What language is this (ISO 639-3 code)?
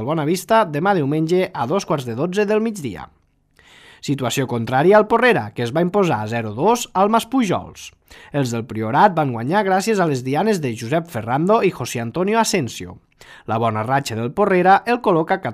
cat